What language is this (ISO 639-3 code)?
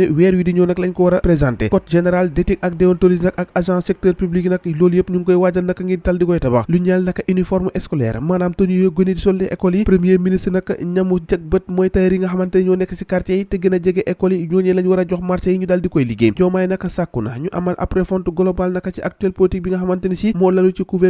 wol